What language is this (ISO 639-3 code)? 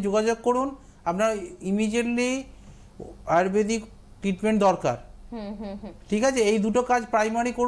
ben